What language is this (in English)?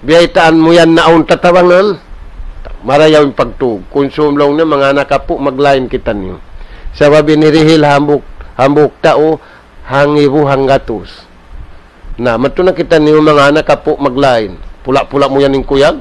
Tausug